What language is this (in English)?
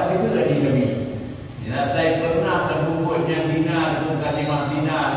Achinese